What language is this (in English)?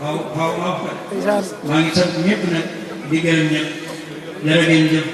Wolof